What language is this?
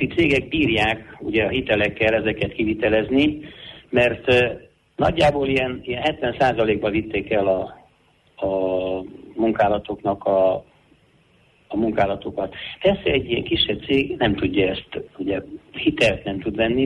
Hungarian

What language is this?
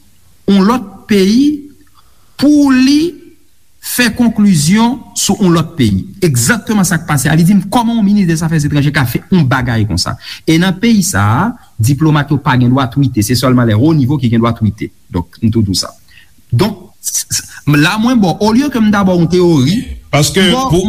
Haitian Creole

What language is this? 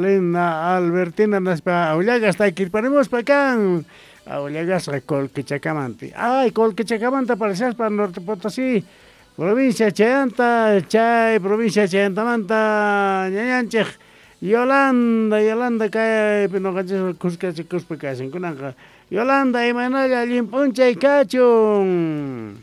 South Bolivian Quechua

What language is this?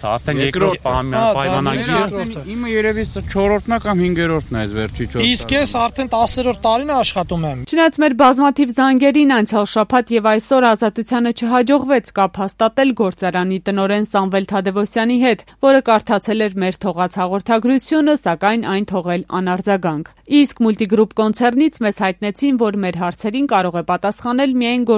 Armenian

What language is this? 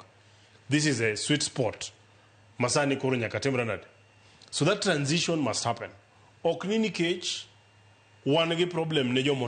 Luo (Kenya and Tanzania)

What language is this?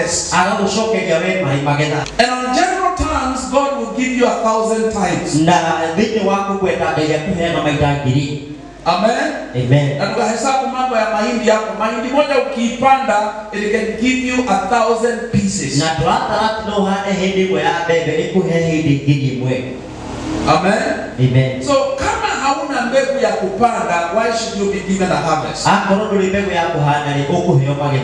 Swahili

